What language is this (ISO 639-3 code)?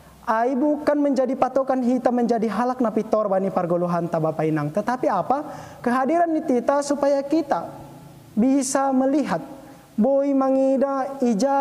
bts